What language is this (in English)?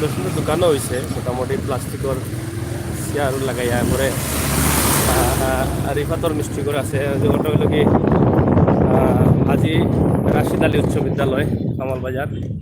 Sylheti